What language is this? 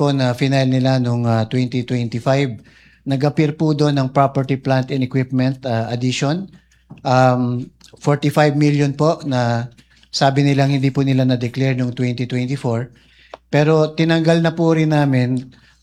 Filipino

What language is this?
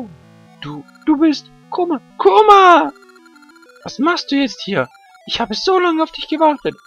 Swiss German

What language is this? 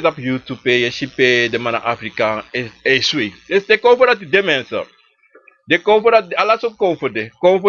Sranan Tongo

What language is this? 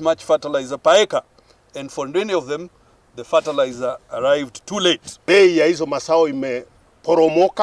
Kikuyu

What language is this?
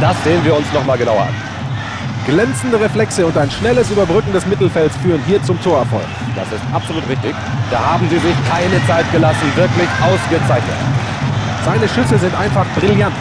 Bavarian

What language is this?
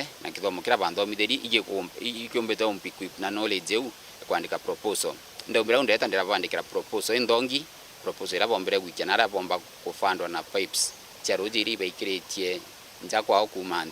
Meru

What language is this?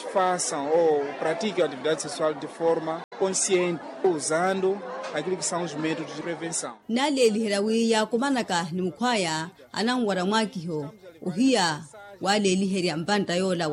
Makhuwa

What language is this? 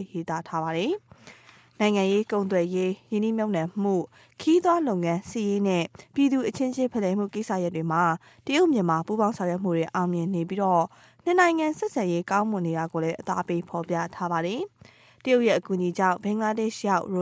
Burmese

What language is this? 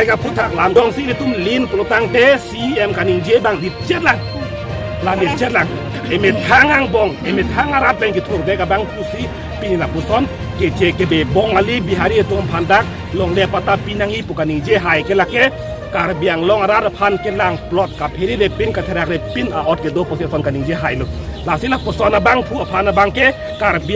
Karbi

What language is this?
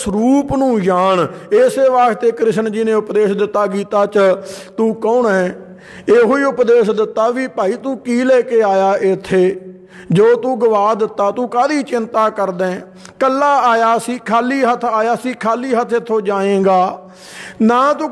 Punjabi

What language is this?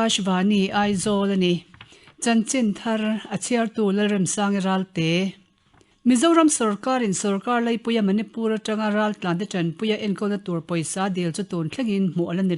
Mizo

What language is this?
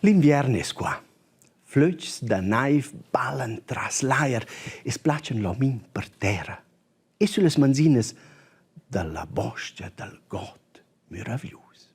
Romansh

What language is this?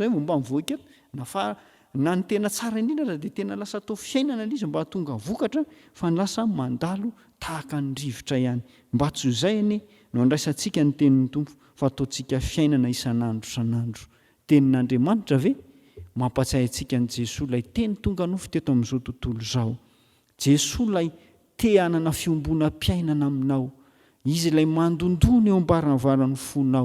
Malagasy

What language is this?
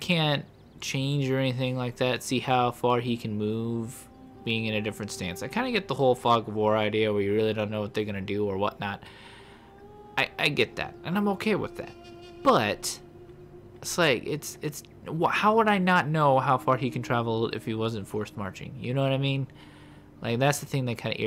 English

